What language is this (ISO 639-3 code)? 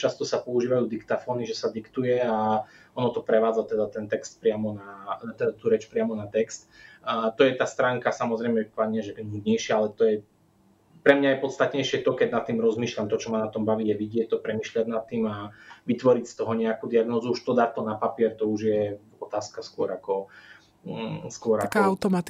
slk